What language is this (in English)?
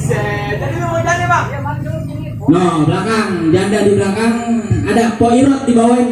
Betawi